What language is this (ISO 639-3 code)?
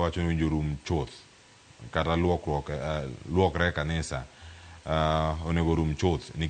luo